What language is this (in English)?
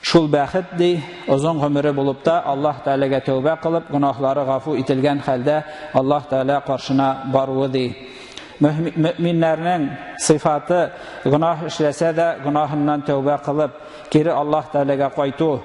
Tatar